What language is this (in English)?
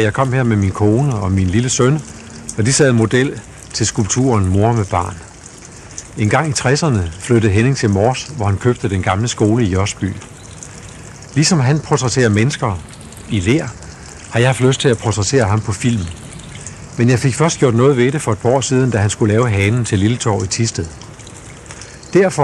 Danish